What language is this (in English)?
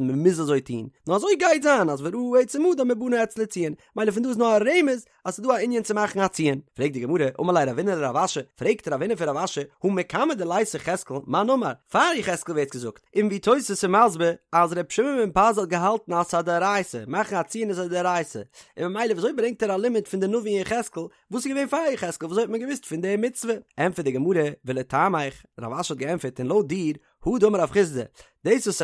Yiddish